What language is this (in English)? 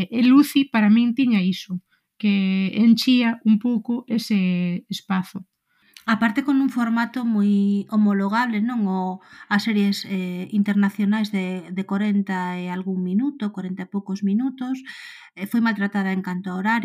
Galician